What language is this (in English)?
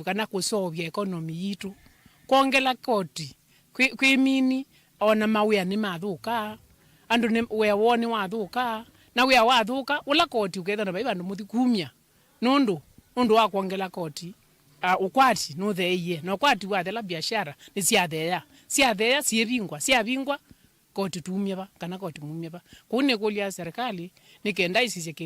Kamba